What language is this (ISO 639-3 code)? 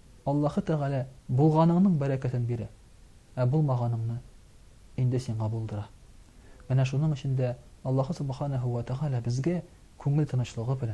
tat